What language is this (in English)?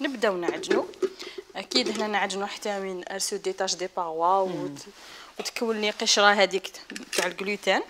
Algerian Arabic